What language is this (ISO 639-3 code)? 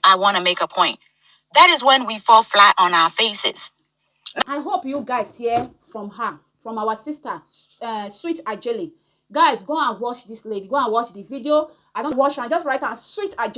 pcm